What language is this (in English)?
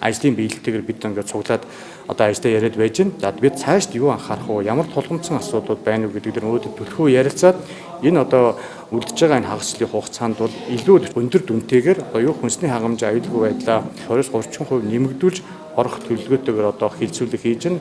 Mongolian